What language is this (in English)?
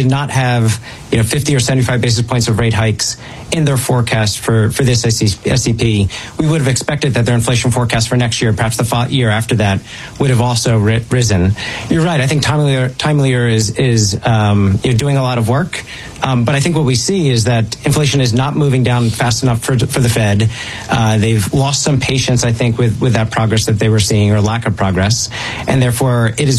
English